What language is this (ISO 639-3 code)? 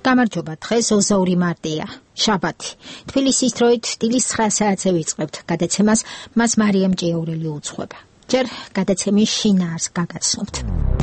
kat